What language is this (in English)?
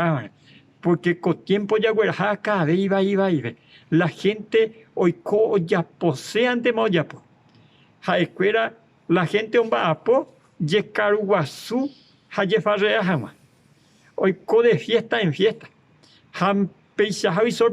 Guarani